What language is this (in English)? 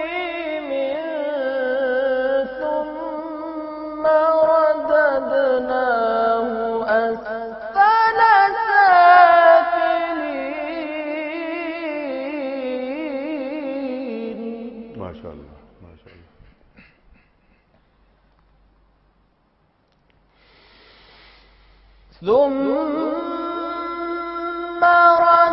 Urdu